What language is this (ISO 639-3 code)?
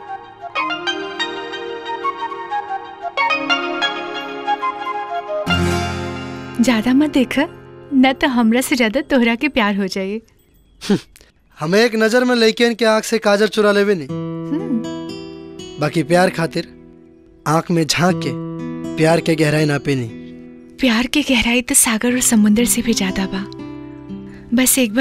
bho